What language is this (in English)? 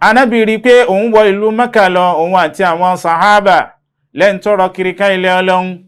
Yoruba